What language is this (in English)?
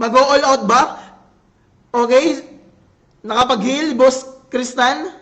Waray